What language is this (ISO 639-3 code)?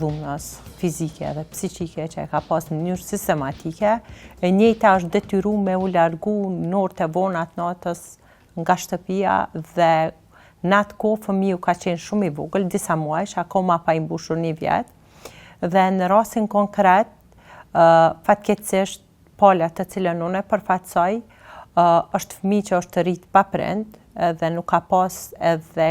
sqi